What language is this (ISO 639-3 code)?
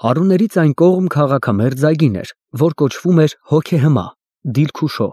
hye